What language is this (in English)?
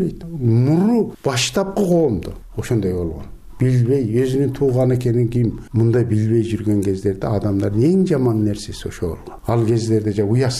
Kyrgyz